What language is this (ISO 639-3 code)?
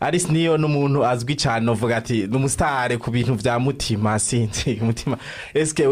run